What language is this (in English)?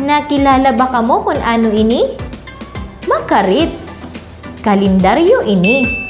Waray